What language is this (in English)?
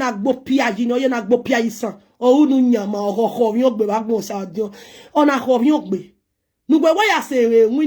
Nigerian Pidgin